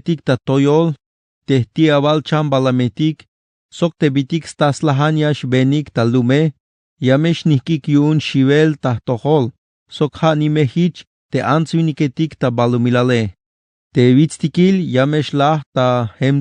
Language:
Tzeltal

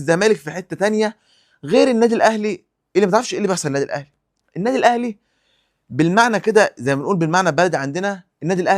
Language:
Egyptian Arabic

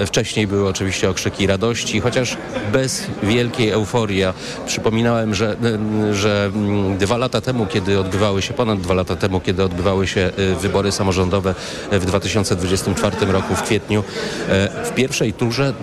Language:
Polish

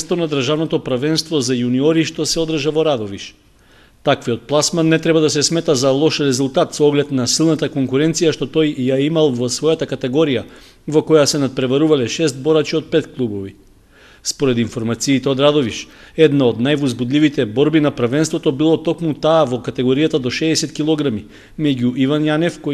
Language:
Macedonian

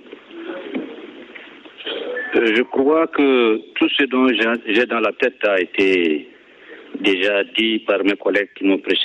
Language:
French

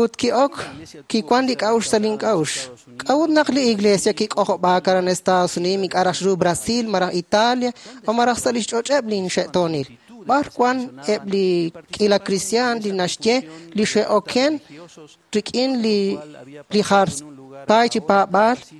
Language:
Kekchí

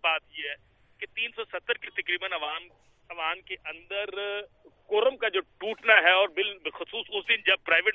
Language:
Urdu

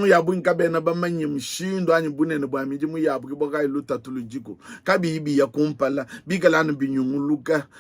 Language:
Luba-Lulua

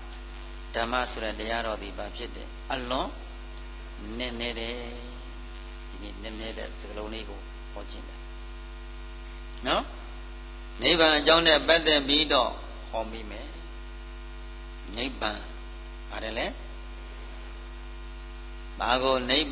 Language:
Burmese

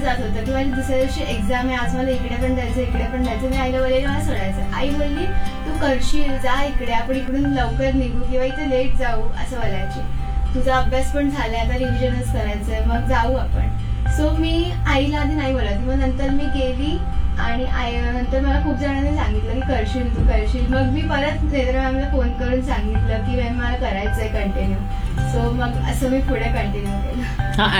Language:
Marathi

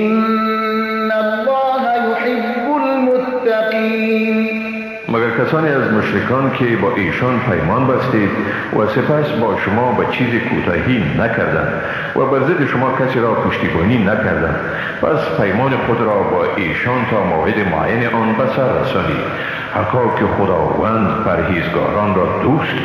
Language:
Persian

